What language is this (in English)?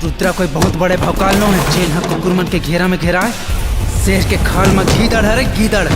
Chhattisgarhi